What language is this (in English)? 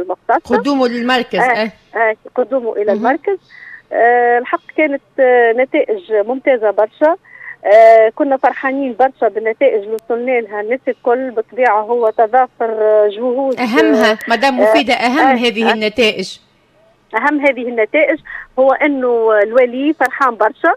Tunisian Arabic